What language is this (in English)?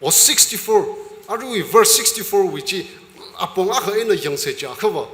Tangkhul Naga (India)